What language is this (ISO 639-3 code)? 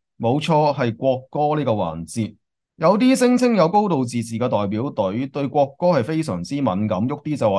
yue